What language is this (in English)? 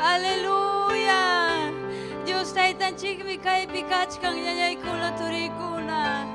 Ayacucho Quechua